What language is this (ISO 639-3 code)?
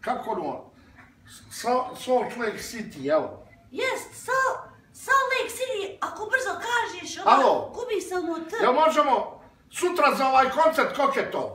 bos